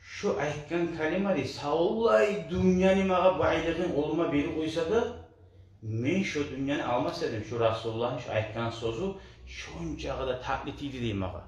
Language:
Kumyk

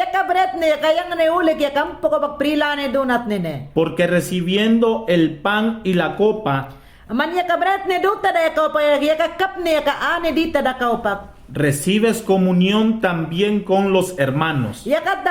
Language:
Mayangna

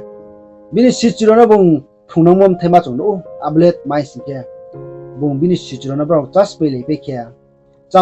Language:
Riang (India)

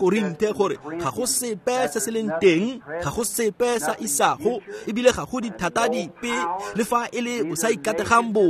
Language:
Tswana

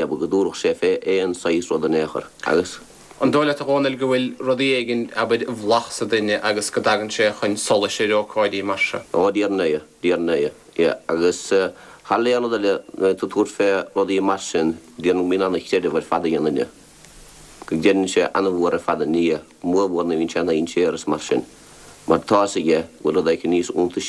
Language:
Irish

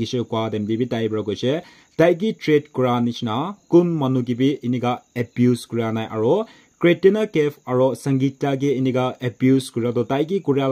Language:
Naga Pidgin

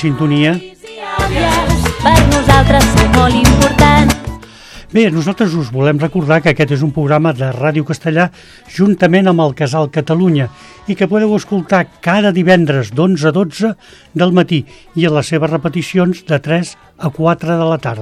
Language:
Catalan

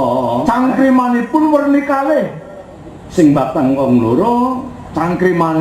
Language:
Javanese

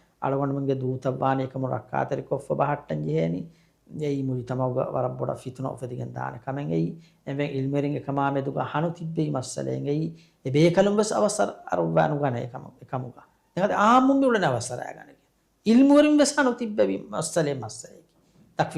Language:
Divehi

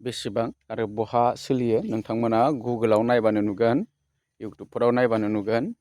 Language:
Bodo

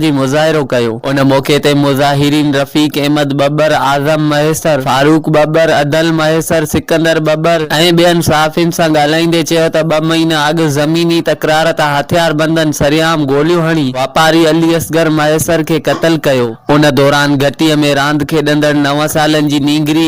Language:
Sindhi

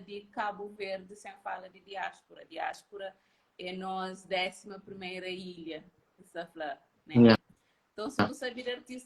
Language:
Kabuverdianu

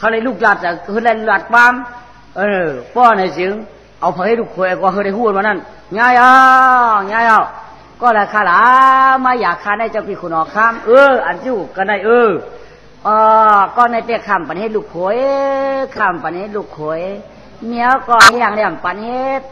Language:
Shan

